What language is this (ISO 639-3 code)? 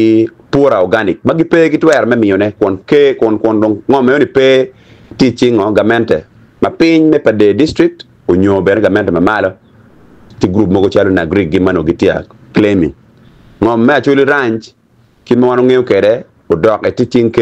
ach